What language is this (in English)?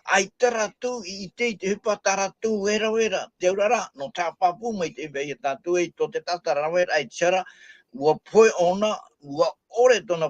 Tahitian